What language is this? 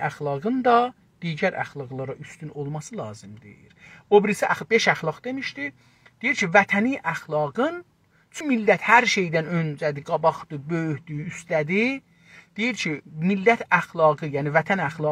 South Azerbaijani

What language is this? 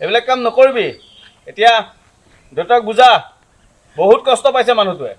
Assamese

